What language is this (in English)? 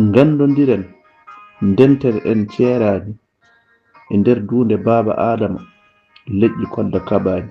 Fula